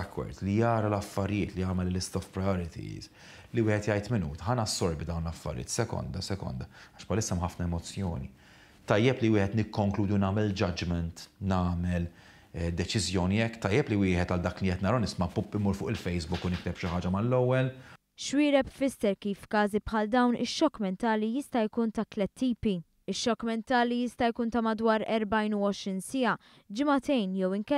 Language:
Maltese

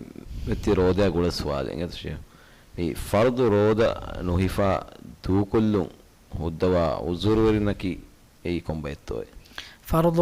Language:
Divehi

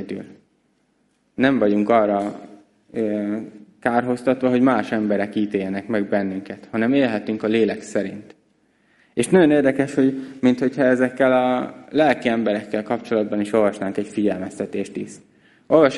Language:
Hungarian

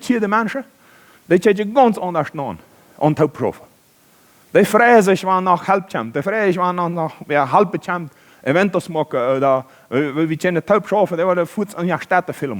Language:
Plautdietsch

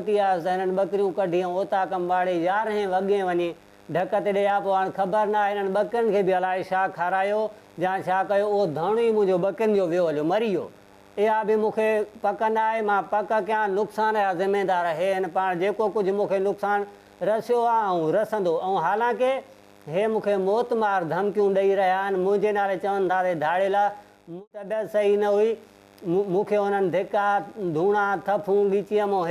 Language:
Sindhi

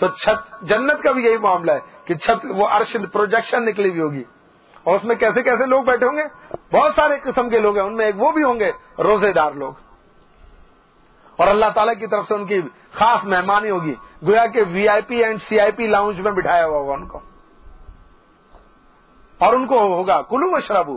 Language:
Urdu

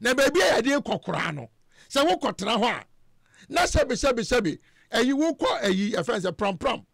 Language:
Akan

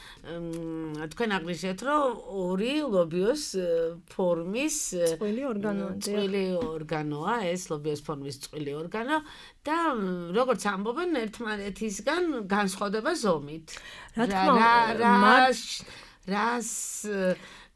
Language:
Georgian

